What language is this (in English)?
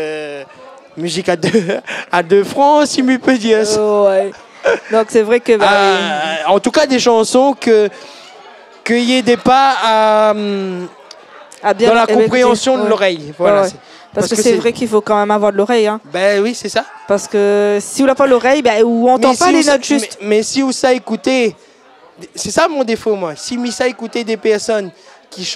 Réunion Creole French